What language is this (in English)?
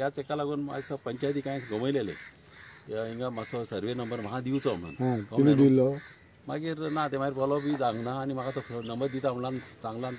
Konkani